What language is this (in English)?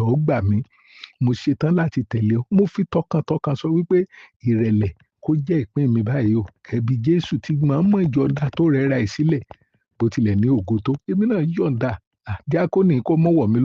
Yoruba